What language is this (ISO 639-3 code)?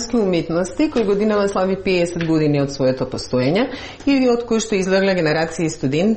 mkd